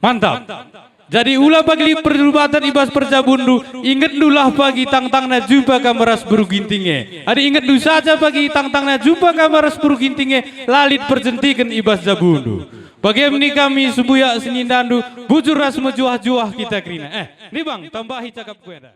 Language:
Batak Karo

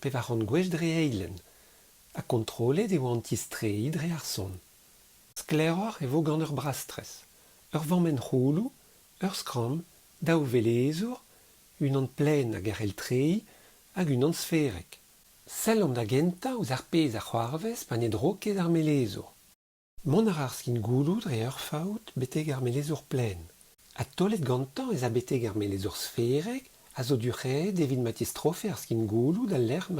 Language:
Breton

